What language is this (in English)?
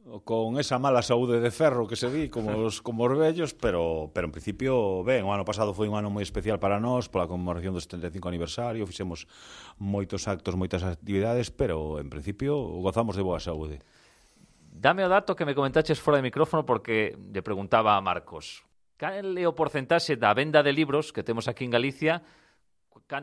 Galician